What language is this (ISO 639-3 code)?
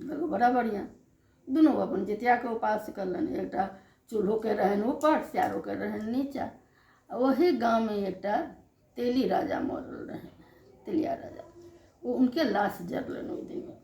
mai